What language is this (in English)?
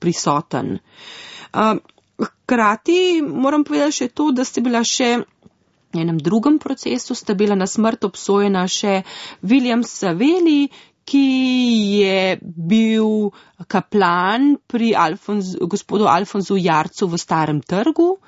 Slovenian